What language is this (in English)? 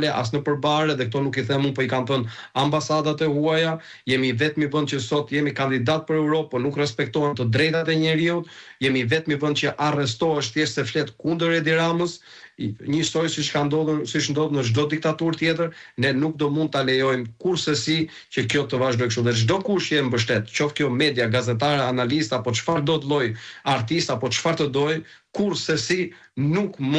Albanian